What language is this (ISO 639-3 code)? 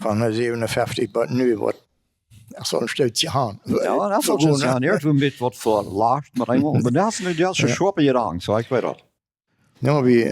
pdt